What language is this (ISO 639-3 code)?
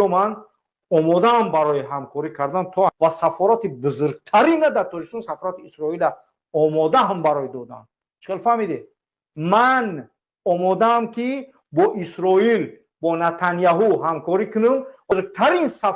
tgk